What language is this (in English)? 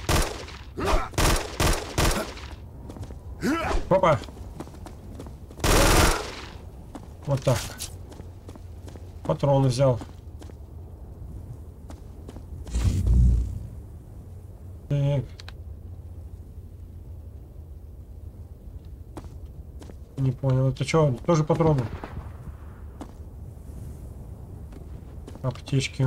Russian